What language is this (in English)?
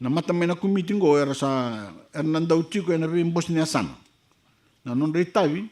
Fijian